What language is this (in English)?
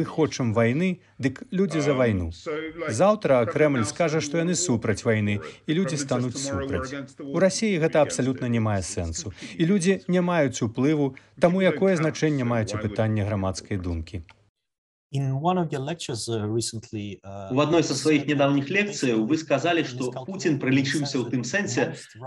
Belarusian